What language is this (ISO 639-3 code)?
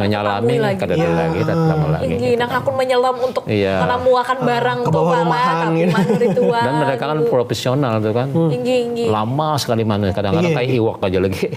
bjn